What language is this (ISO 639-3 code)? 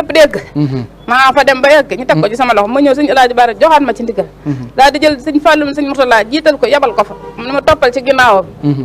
wol